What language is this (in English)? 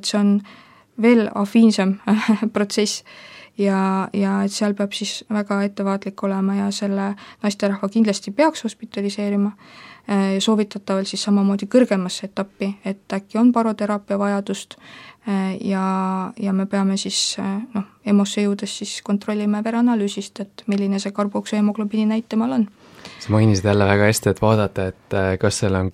Estonian